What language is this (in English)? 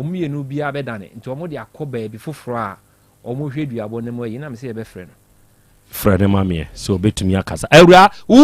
Akan